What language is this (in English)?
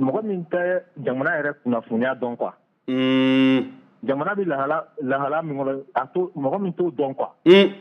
Bambara